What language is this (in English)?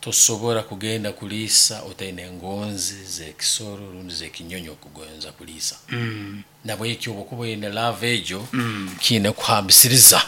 Nyankole